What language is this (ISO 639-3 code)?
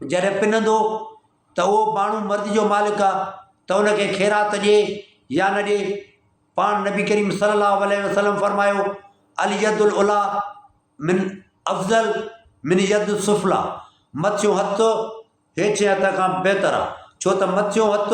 snd